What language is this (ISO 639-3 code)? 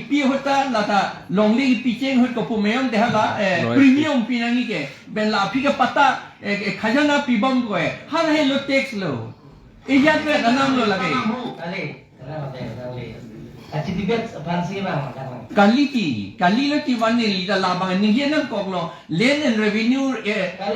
mjw